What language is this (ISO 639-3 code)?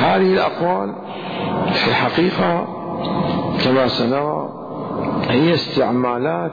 acm